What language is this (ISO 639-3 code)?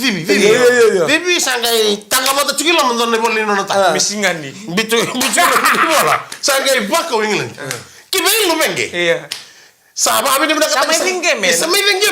fij